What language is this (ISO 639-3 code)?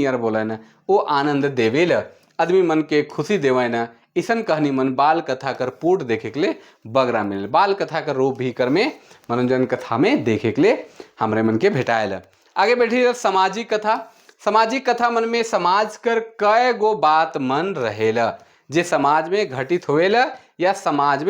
sck